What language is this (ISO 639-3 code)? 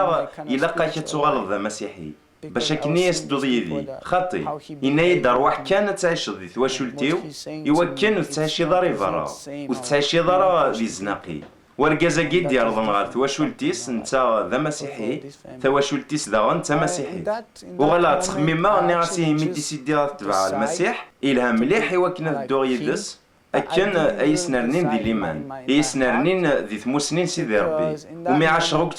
kab